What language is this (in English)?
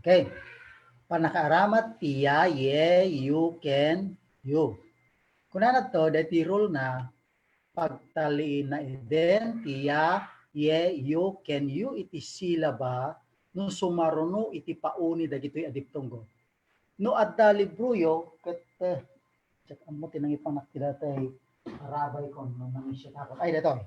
Iloko